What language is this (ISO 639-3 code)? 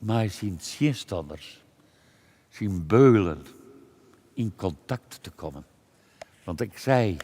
fry